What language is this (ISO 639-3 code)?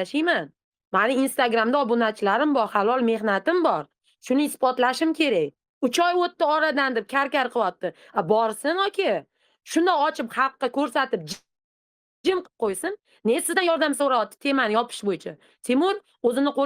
uzb